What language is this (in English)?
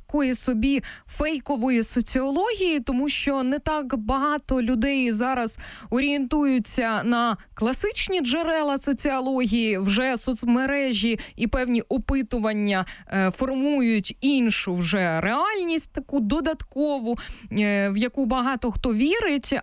Ukrainian